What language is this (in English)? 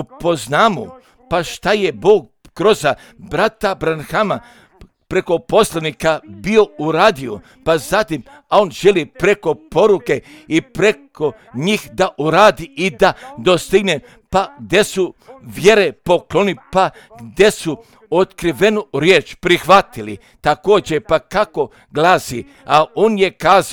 Serbian